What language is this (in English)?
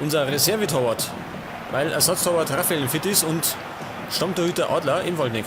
Bavarian